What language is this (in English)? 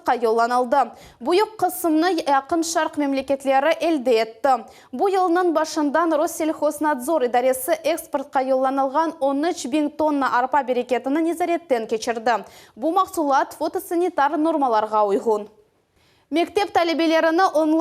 Crimean Tatar